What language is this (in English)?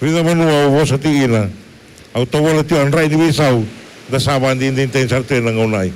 Fijian